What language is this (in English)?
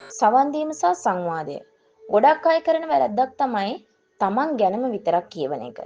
Sinhala